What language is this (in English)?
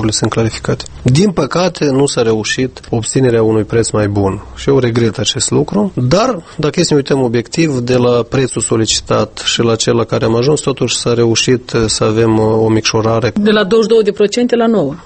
Romanian